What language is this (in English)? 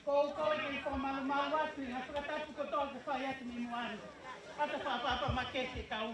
Tongan